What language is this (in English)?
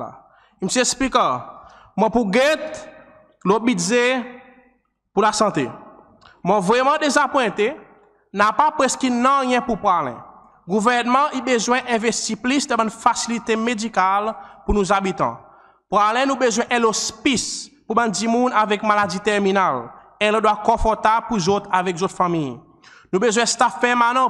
Seselwa Creole French